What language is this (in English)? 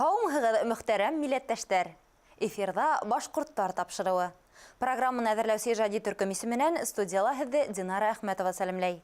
Bashkir